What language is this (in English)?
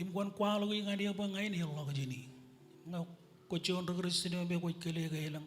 Marshallese